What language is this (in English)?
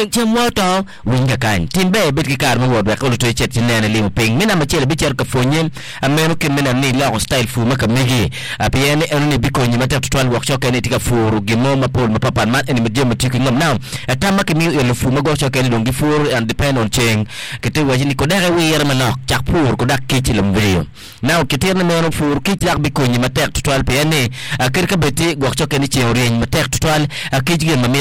Acoli